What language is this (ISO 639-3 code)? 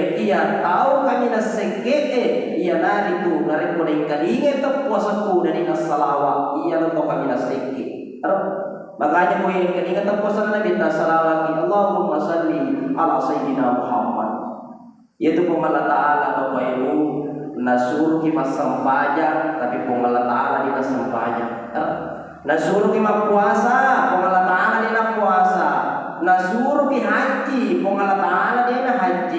bug